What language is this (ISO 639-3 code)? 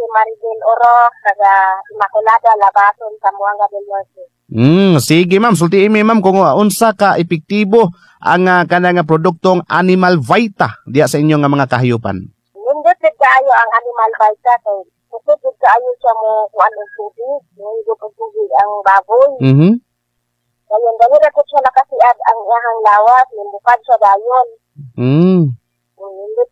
ceb